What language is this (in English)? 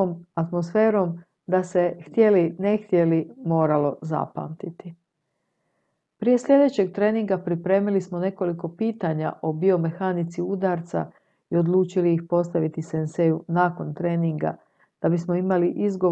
Croatian